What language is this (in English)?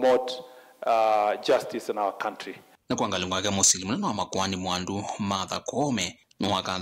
Kamba